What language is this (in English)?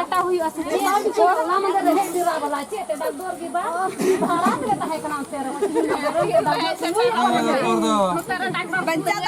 Santali